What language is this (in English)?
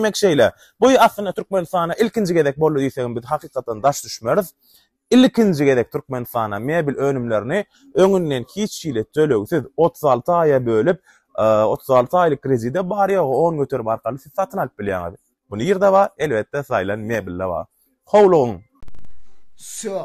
Turkmen